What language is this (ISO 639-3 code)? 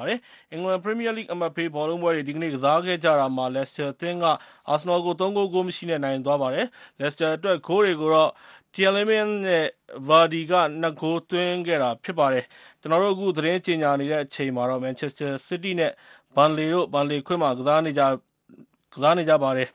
mya